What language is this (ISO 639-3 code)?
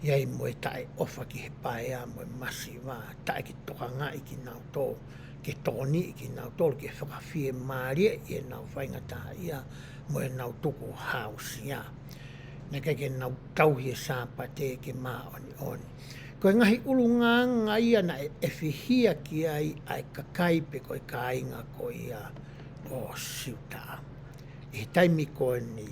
ton